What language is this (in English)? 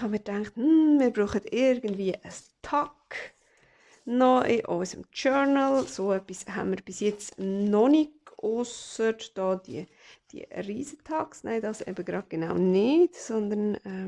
Swiss German